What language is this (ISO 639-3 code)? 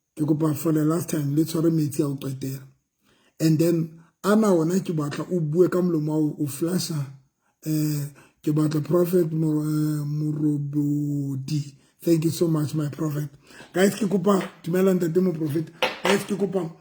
sot